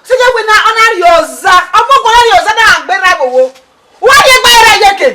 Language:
Bini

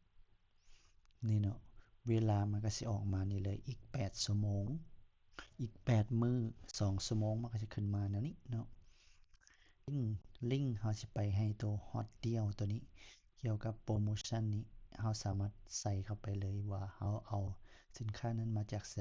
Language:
Lao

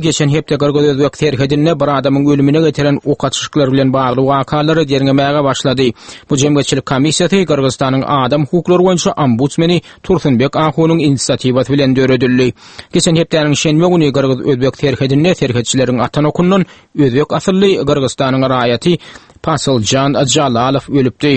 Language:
Turkmen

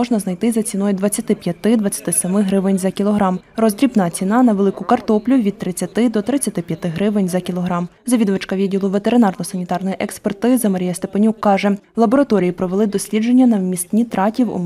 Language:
Ukrainian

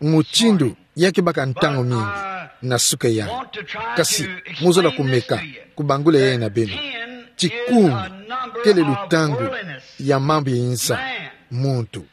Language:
Kituba (Democratic Republic of Congo)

